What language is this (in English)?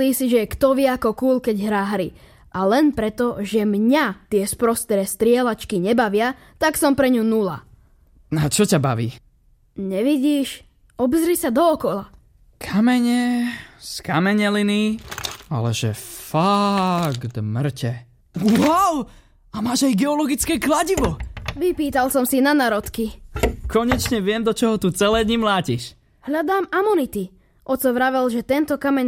Slovak